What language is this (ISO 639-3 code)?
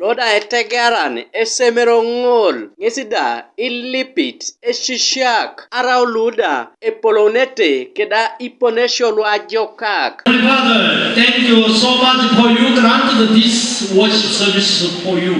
teo